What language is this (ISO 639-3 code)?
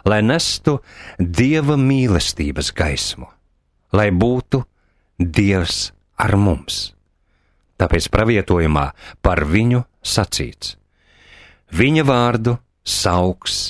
lav